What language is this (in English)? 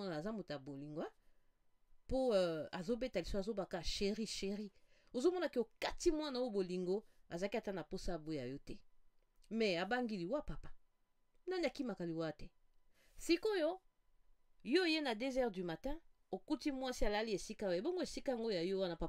Lingala